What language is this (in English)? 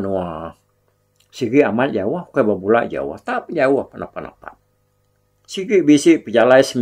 Iban